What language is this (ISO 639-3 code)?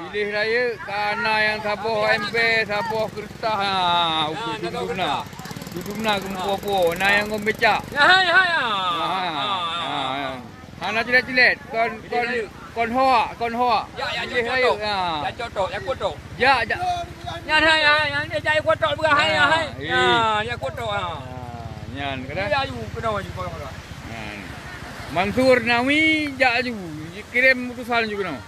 ace